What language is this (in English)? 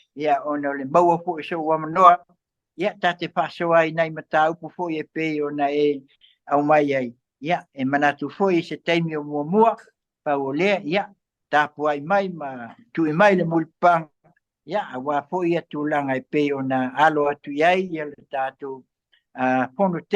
Samoan